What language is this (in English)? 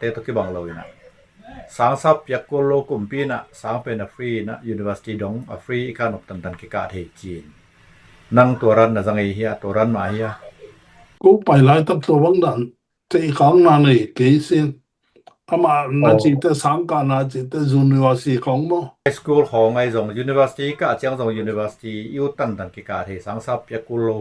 Tedim Chin